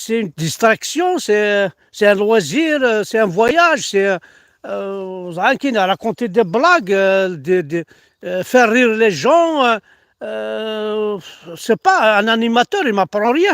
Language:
Kabyle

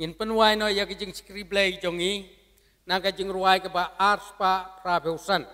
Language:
Khasi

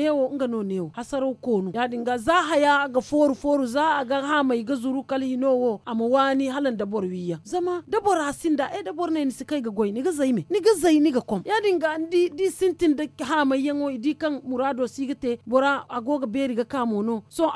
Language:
Zarma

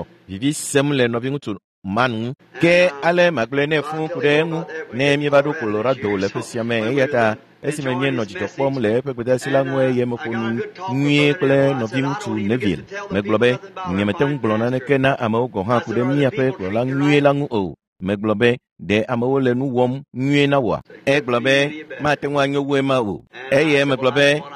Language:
Ewe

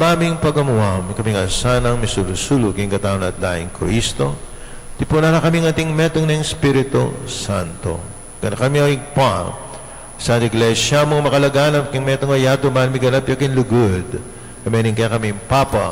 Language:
Pampanga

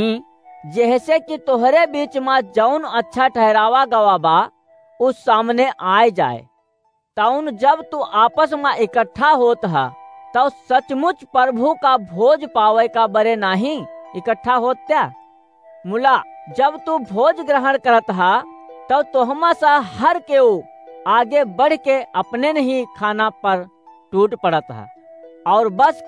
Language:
Awadhi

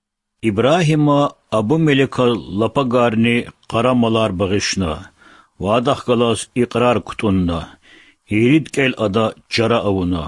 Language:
Lezghian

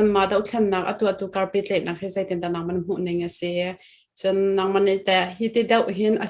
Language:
Hakha Chin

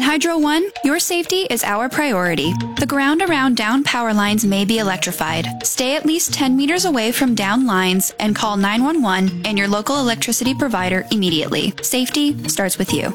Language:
English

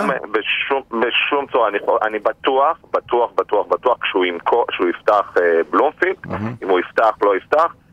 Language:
Hebrew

